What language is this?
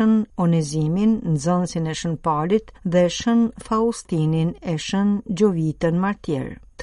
Albanian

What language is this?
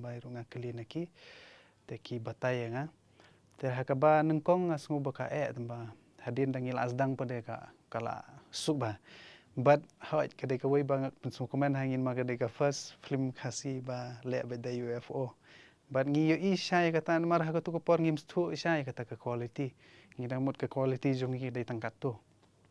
Khasi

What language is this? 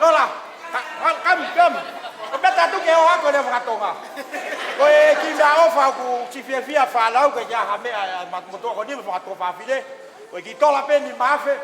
Tongan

